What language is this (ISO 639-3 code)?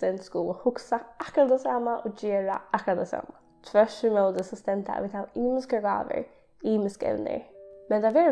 fao